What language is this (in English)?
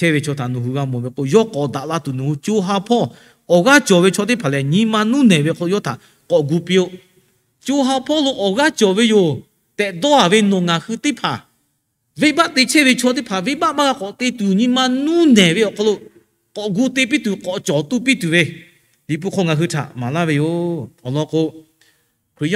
Lahu